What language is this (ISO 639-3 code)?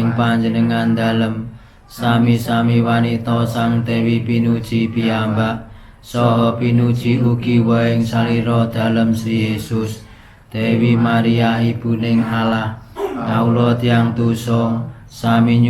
jav